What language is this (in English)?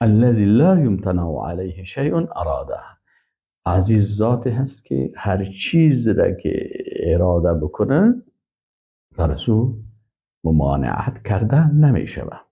Persian